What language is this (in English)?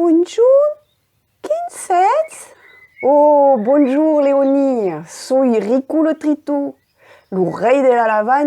Occitan